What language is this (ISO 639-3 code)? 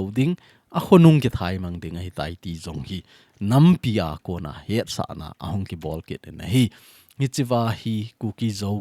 tcz